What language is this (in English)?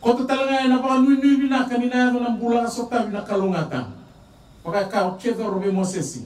Fijian